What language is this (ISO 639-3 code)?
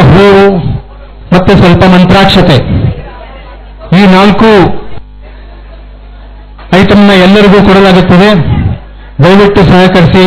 kan